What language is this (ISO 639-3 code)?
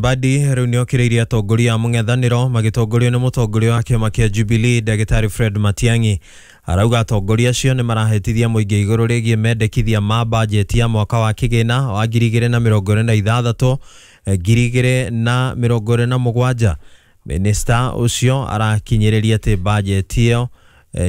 kik